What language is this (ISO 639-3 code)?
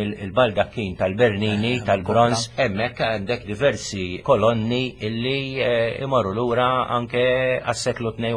mlt